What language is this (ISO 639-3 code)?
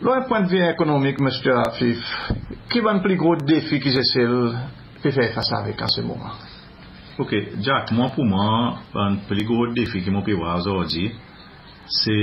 crs